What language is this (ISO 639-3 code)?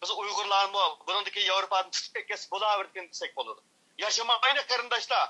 uig